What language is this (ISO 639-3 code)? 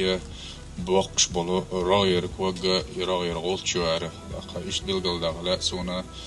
che